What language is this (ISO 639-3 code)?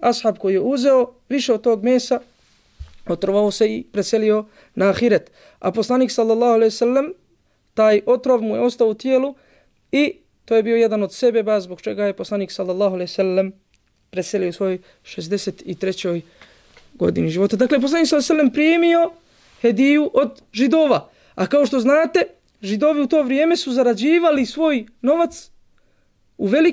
bos